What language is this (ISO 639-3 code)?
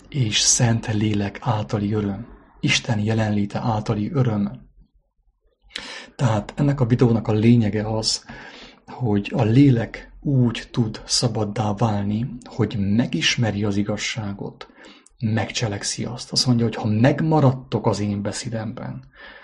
hun